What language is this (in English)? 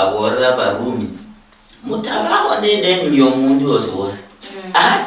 Luyia